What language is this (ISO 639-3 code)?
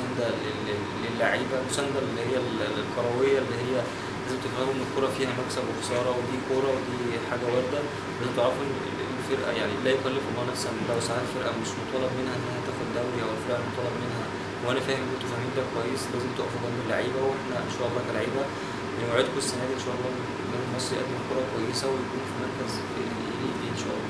arz